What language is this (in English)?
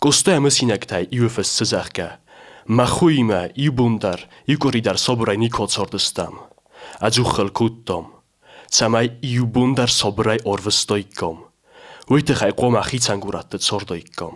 Ossetic